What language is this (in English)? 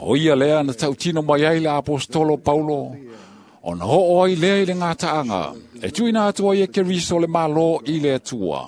Samoan